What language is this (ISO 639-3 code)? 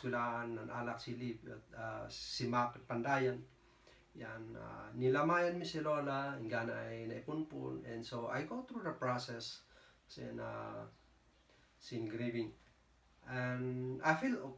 kne